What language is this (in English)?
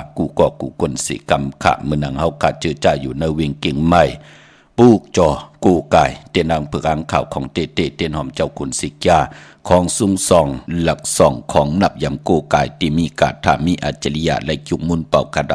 Shan